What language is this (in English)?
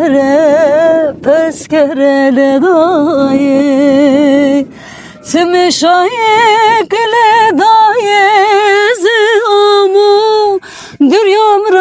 Zaza